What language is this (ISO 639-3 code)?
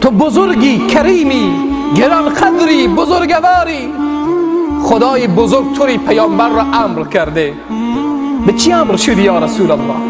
fas